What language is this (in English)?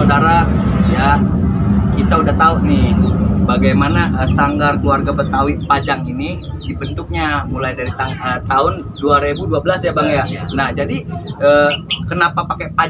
Betawi